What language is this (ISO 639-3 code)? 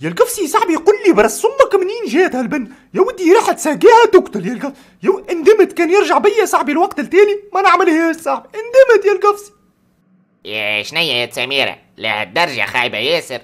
aeb